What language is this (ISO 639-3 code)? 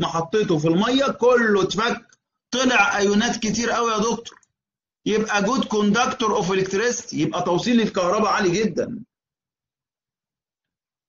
arz